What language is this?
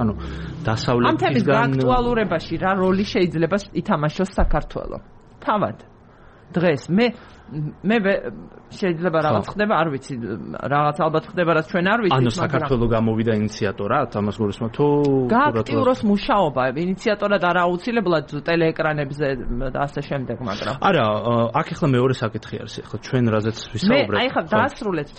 Georgian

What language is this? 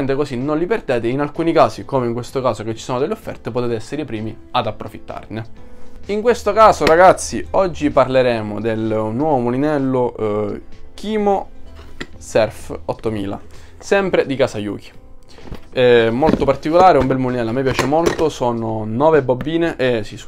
Italian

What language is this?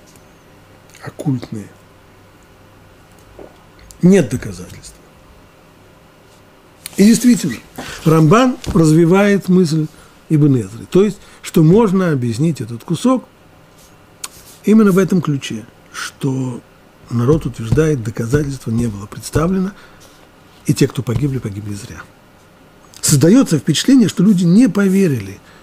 Russian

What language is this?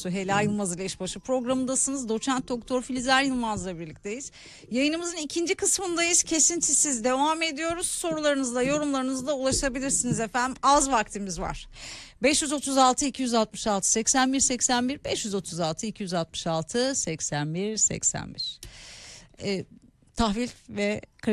Turkish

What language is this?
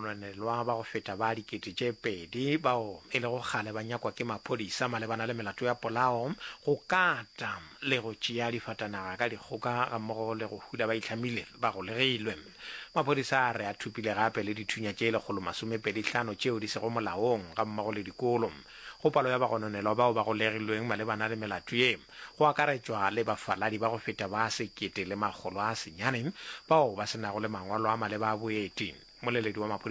Northern Sotho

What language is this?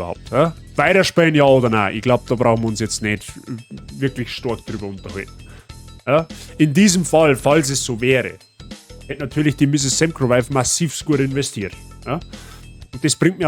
Bavarian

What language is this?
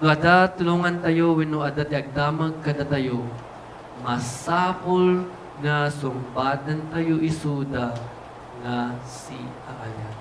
Iloko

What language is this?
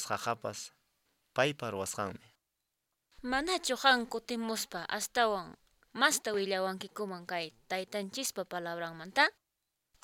Quechua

